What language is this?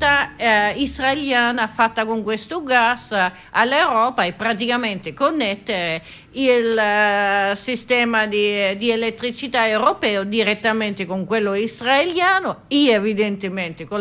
Italian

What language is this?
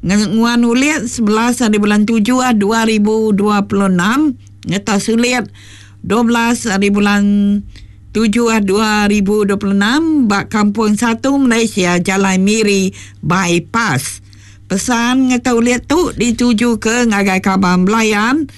Iban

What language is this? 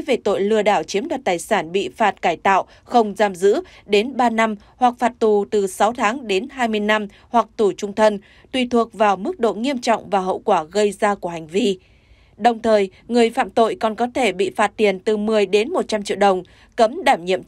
Vietnamese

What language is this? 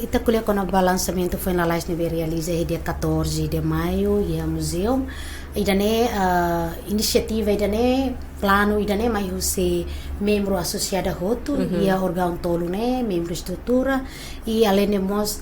Tetum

